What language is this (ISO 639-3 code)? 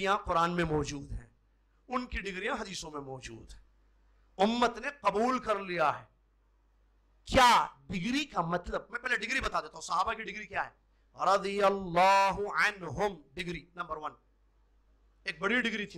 urd